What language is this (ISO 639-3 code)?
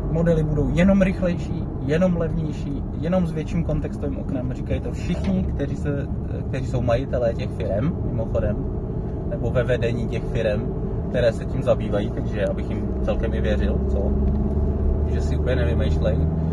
ces